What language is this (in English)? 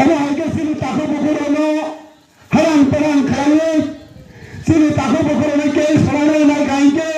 Kok Borok